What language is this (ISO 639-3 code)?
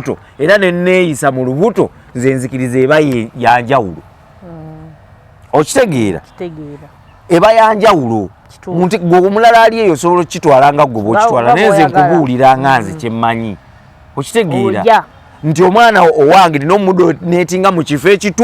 lug